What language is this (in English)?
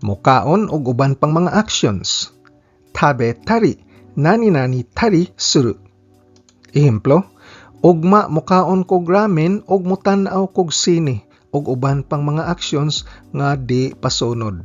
Cebuano